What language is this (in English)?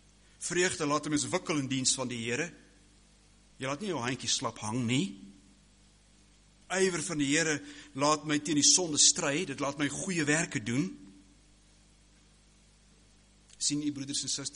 Afrikaans